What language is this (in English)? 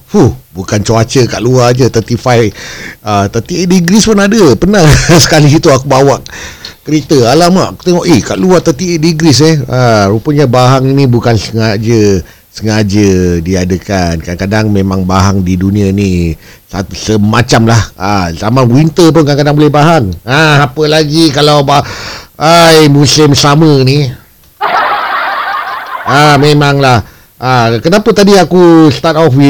Malay